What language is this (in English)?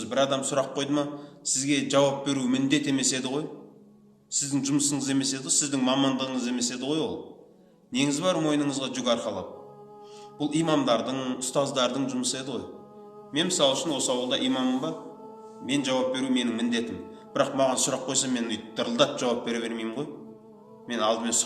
Kazakh